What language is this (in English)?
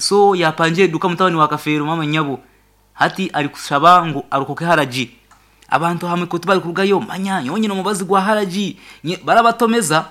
Nyankole